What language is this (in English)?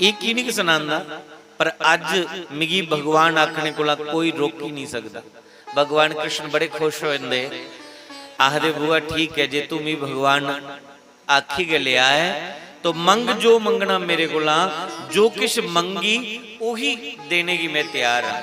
Dogri